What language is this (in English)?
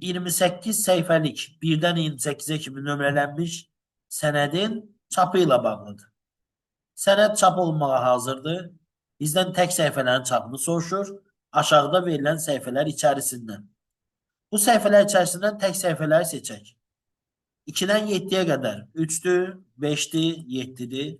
Azerbaijani